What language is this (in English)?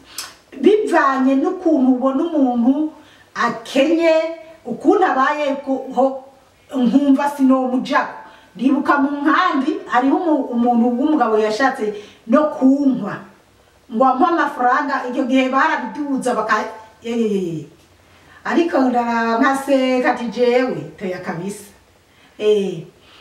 Rundi